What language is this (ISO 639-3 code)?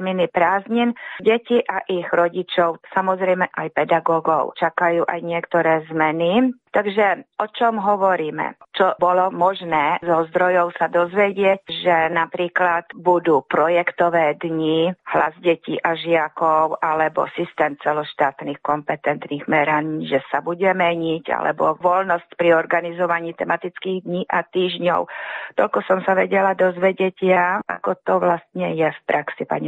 slk